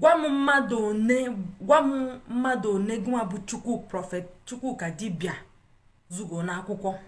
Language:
Igbo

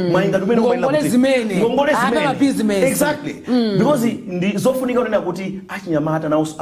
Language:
Nyanja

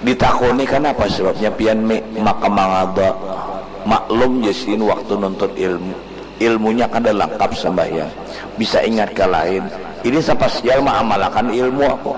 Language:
Banjar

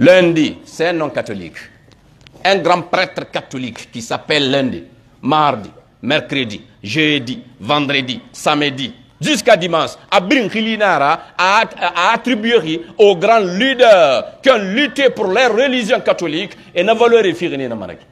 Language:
Pular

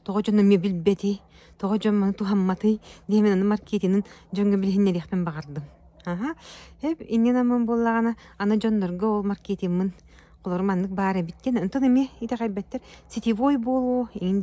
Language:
Yakut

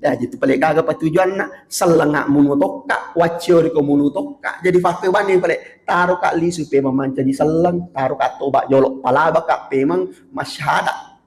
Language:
Buginese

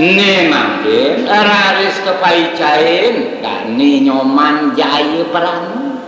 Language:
Balinese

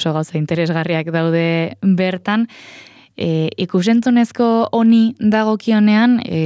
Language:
Basque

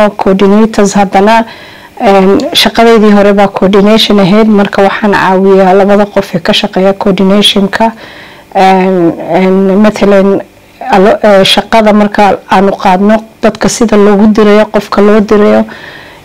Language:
Somali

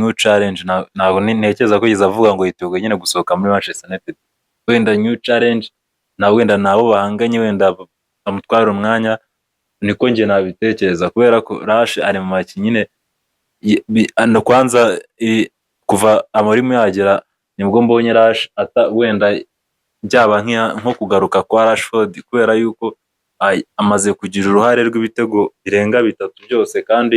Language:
Kinyarwanda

